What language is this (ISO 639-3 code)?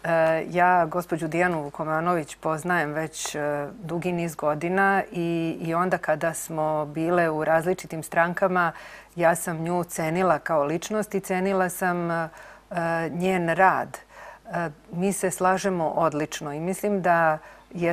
srp